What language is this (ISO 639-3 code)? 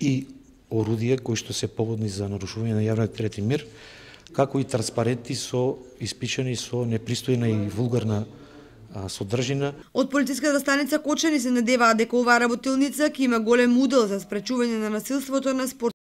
mkd